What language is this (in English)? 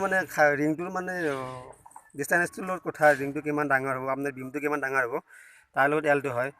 Assamese